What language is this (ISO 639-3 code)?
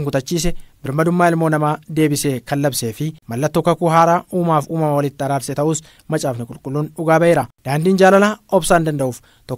orm